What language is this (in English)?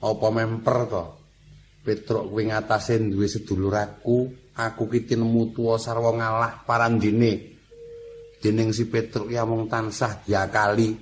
Javanese